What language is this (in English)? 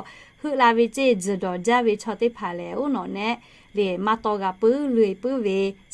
Lahu